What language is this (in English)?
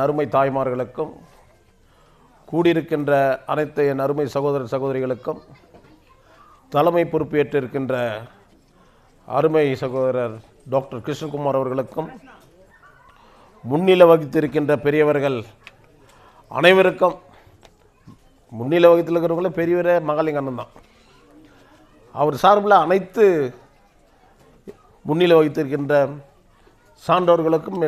Tamil